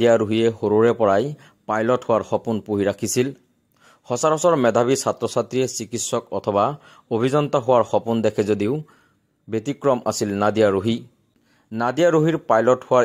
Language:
Assamese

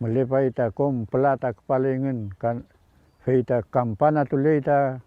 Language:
Mapuche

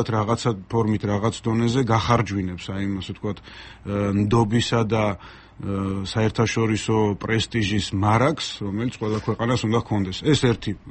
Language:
Georgian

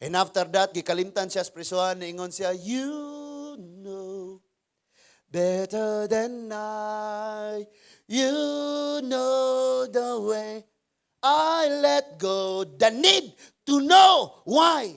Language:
Cebuano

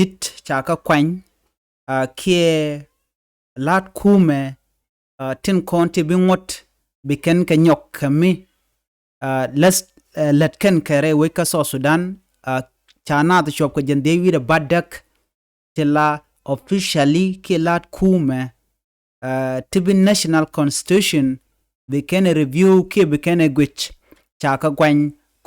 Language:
Nuer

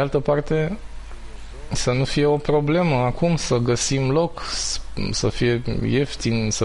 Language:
Romanian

